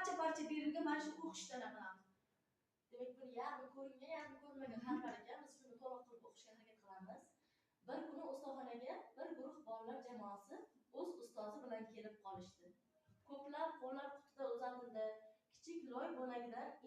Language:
Uzbek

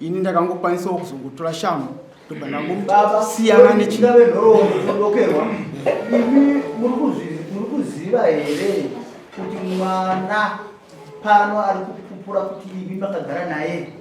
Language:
Shona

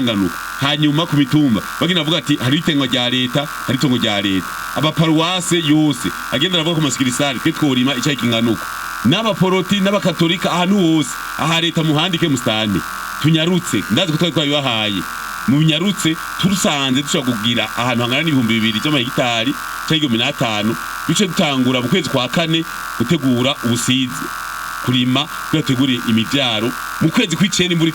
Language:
Rundi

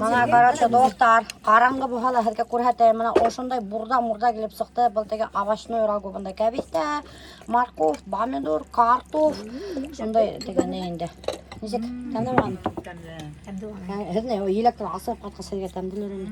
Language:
Bashkir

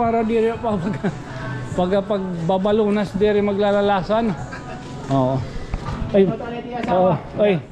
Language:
Waray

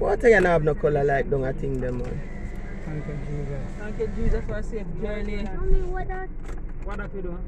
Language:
Jamaican Creole English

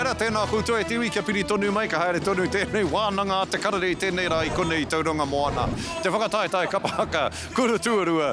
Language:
Māori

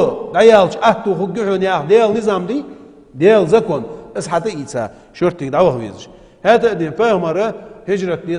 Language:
Ingush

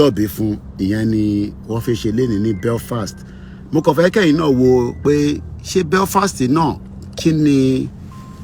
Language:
Yoruba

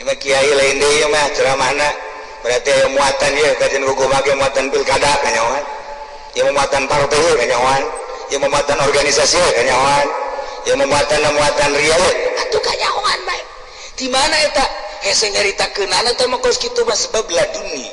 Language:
Sundanese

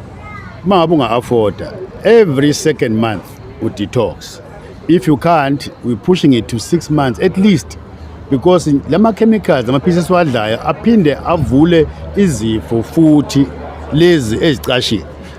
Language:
Zulu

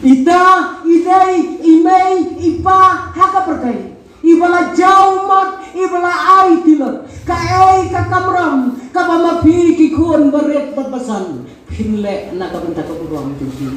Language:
Khasi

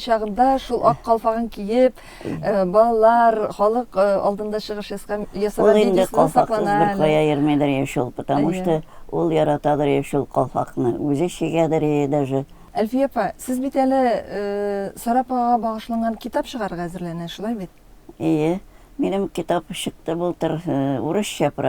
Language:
Tatar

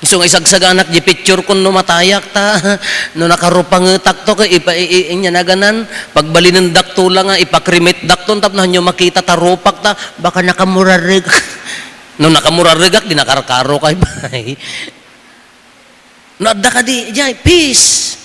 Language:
Iloko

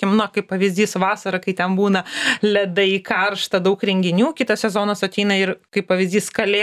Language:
Lithuanian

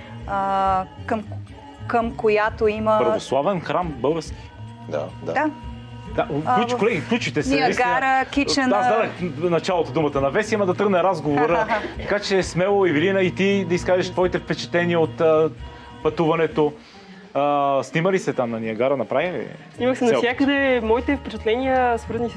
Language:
Bulgarian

